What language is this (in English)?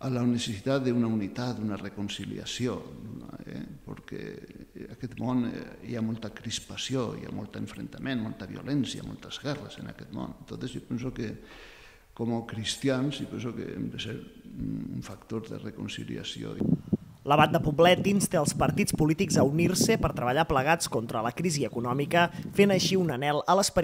Catalan